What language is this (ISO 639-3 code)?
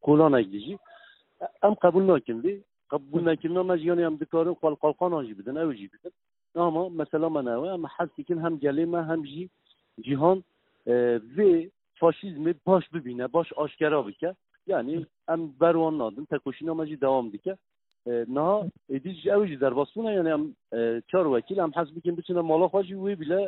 kur